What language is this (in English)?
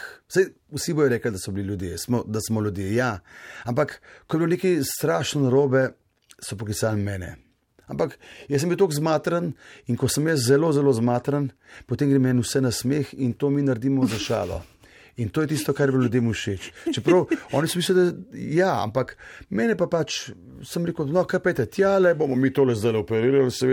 Slovenian